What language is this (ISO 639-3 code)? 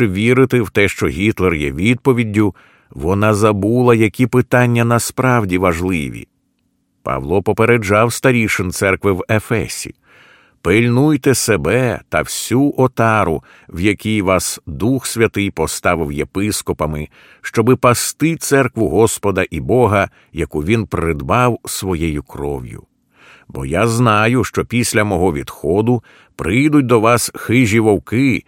ukr